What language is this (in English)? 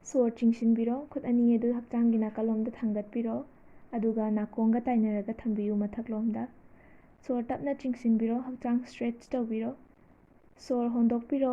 Manipuri